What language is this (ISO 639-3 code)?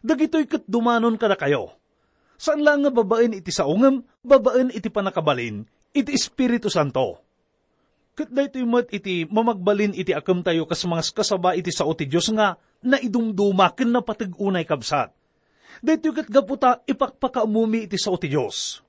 ilo